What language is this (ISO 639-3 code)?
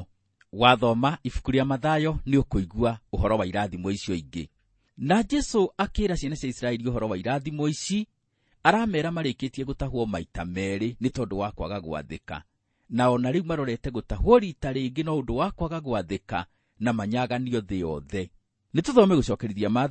kik